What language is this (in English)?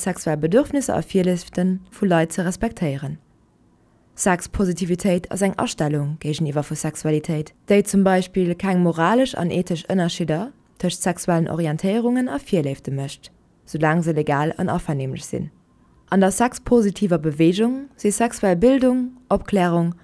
Luxembourgish